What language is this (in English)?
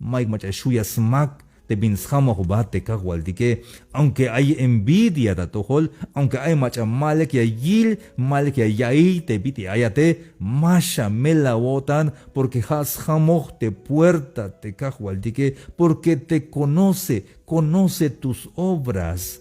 Tzeltal